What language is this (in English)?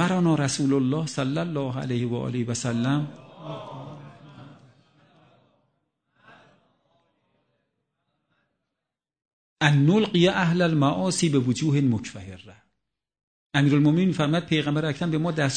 Persian